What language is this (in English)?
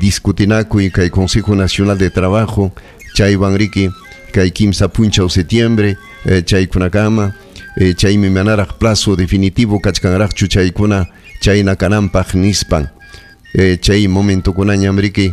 Ayacucho Quechua